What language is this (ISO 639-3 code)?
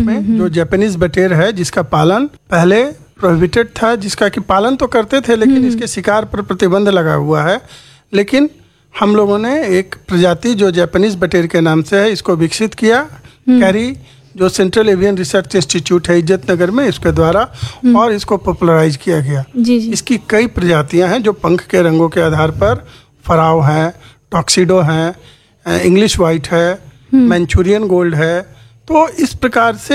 hin